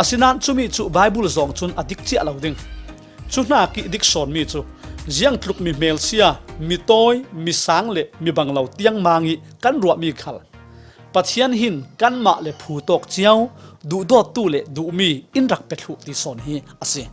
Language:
Falam Chin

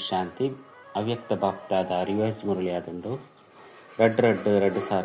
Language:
Tulu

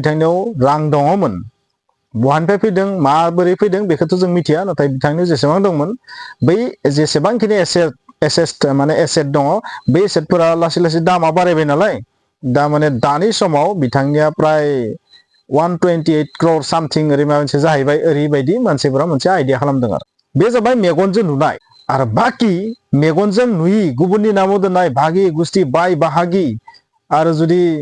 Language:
Bodo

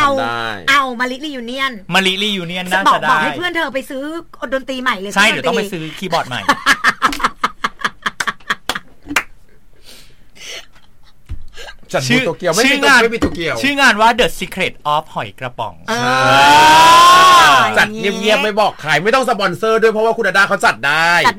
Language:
Thai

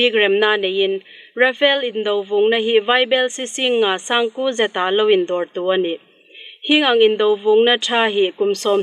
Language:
Hmar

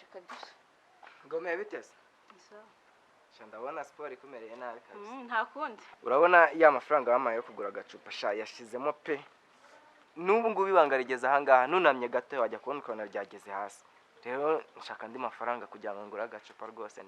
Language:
Kinyarwanda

